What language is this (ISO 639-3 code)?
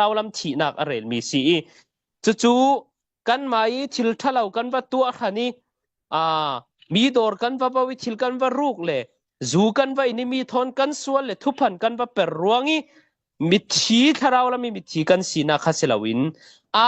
cfm